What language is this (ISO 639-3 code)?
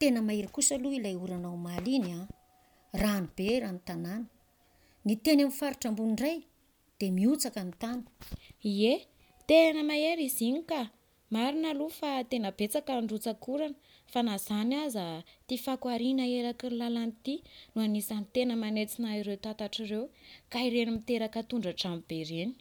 mlg